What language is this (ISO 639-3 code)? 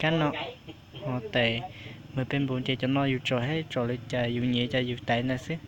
hmn